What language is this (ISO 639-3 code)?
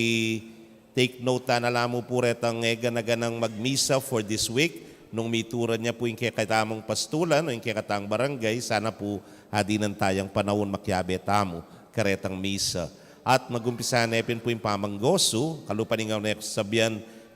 pam